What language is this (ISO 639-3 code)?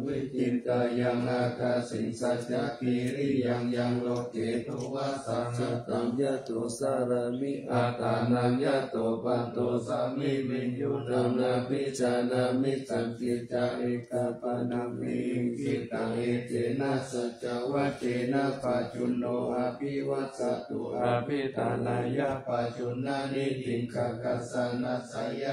pli